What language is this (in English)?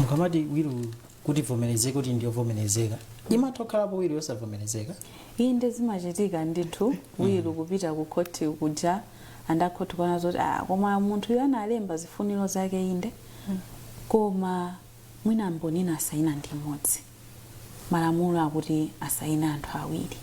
Nyanja